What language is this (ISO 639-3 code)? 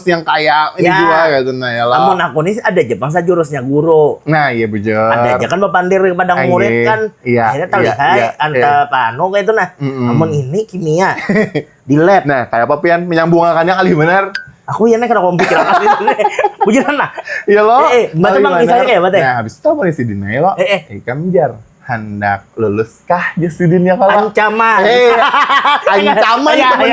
bjn